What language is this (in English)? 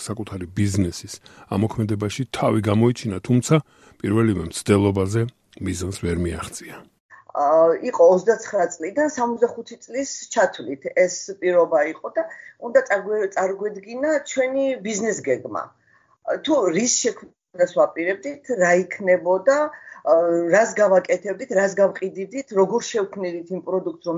Georgian